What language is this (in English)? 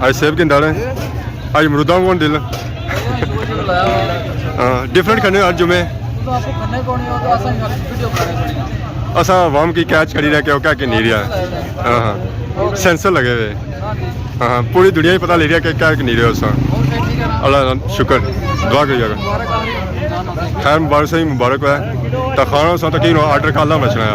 Pahari-Potwari